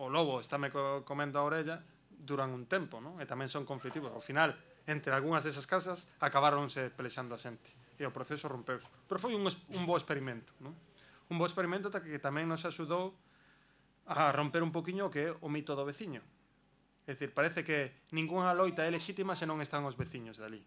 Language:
Galician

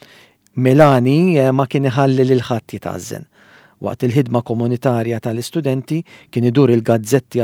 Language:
Maltese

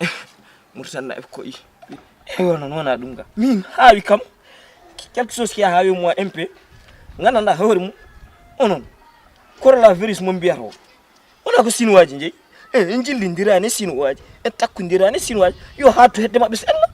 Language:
Fula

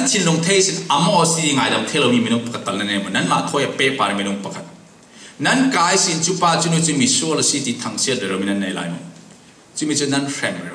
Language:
Falam Chin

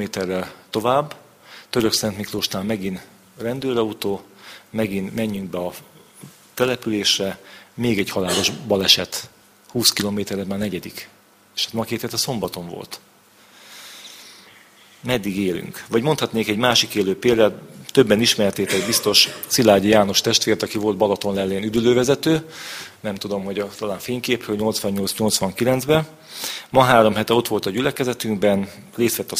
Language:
Hungarian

